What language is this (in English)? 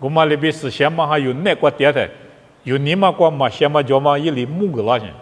Lisu